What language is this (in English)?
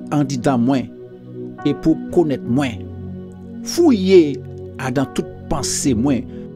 Guadeloupean Creole French